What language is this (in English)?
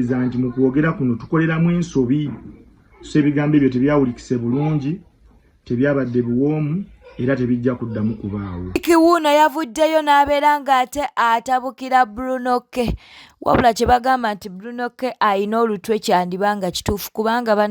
Ganda